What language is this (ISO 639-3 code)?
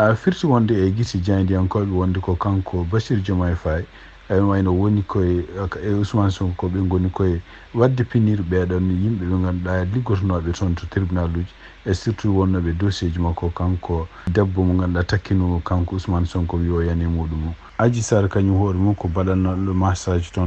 ful